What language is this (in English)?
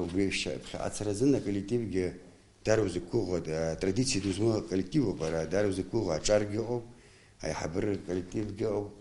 Abkhazian